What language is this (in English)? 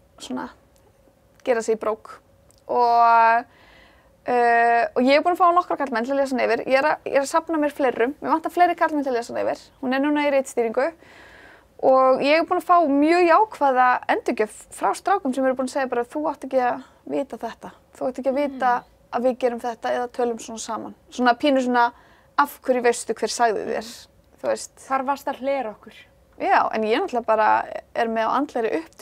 Icelandic